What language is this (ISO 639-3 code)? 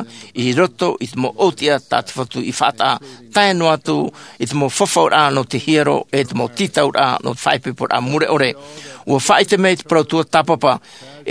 tah